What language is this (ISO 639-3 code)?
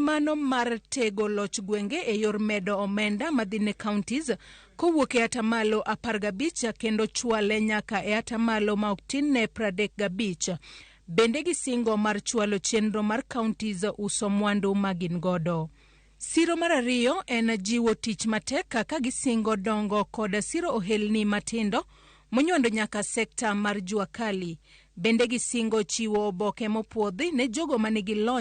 luo